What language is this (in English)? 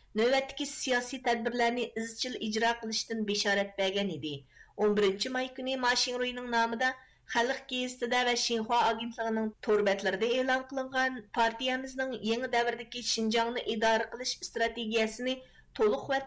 Uyghur